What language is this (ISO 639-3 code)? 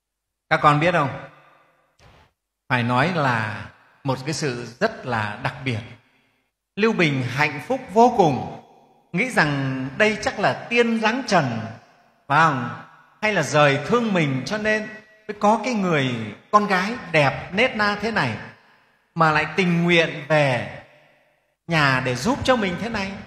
vie